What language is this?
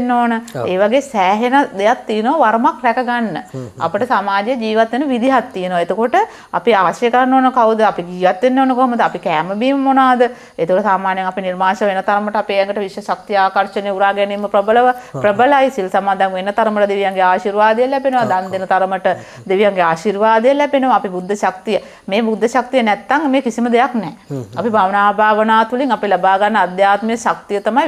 Sinhala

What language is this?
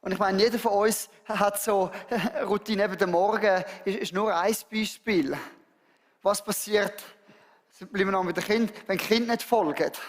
Swiss German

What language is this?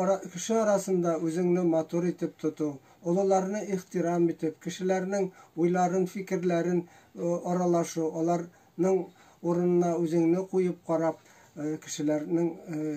Bashkir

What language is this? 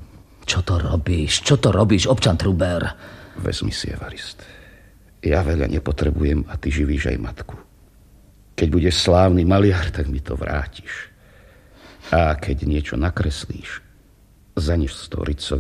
Slovak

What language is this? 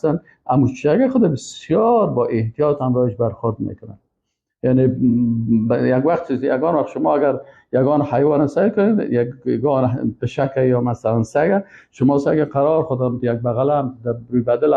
Persian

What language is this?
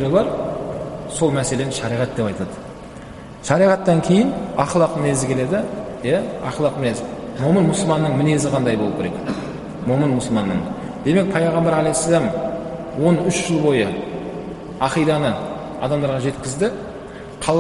Kazakh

